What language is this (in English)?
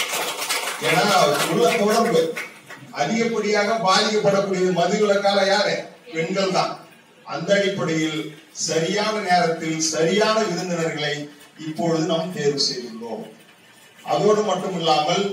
Tamil